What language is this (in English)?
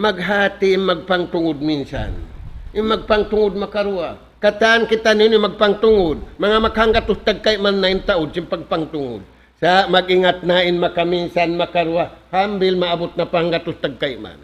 Tausug